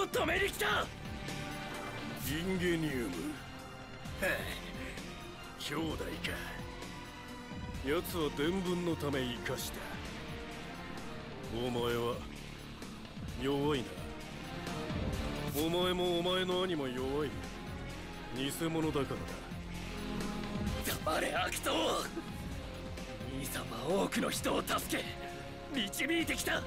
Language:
Japanese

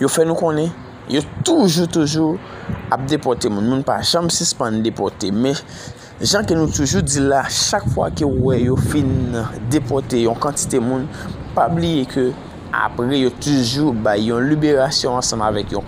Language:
Haitian Creole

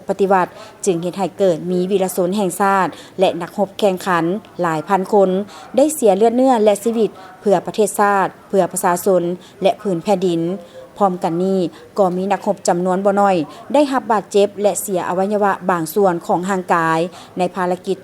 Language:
Lao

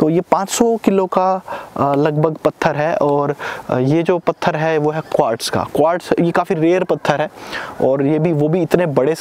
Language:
Hindi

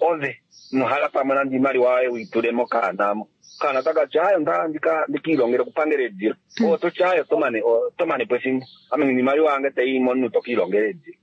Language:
Kuanyama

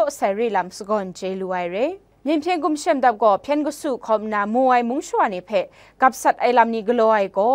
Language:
Kachin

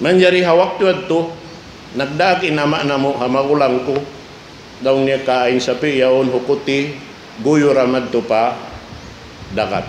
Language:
Tausug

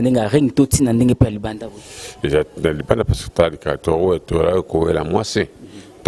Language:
Lingala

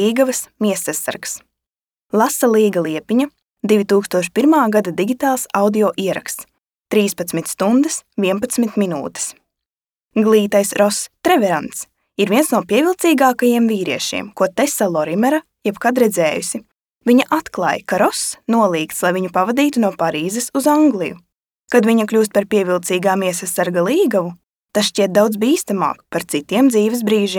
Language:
Latvian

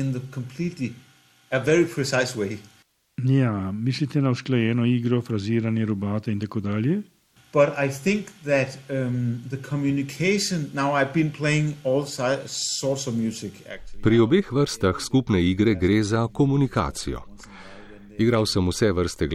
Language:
Slovenian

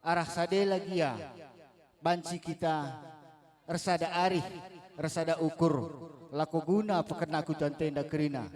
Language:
Batak Karo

